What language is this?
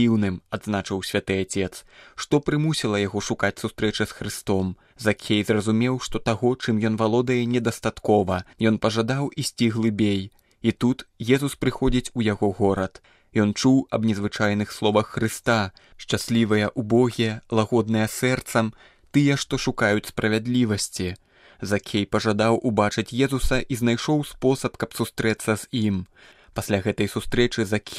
Belarusian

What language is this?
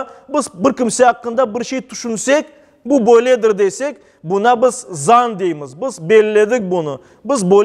Crimean Tatar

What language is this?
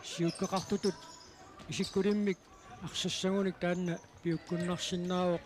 Kalaallisut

